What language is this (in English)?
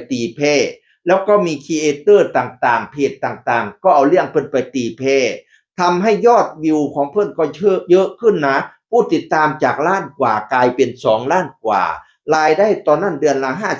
Northeastern Thai